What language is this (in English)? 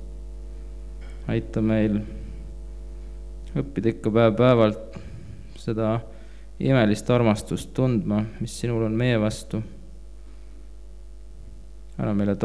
Estonian